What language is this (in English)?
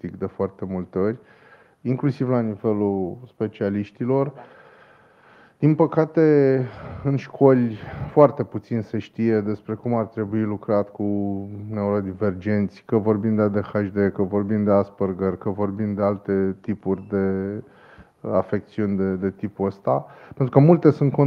Romanian